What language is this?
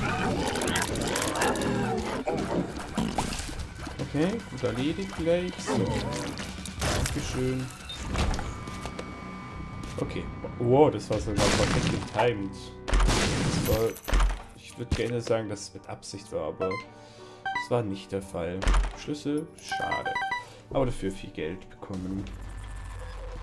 German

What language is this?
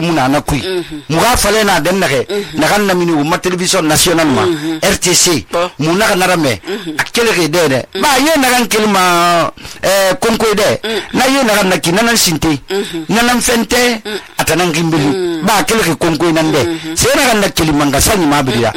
Susu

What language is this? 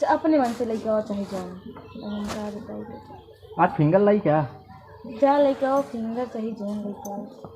Awadhi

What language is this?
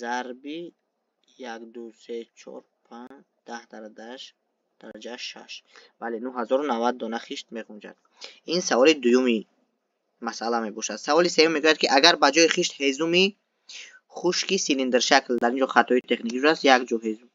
Tajik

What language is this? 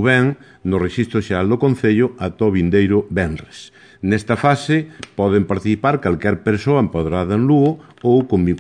Galician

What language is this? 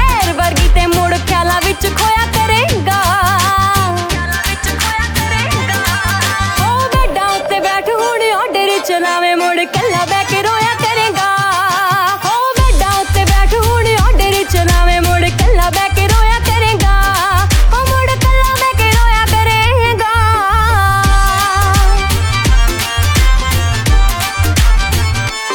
Punjabi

